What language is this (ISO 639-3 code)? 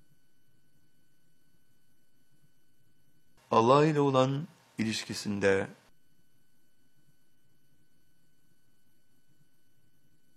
tur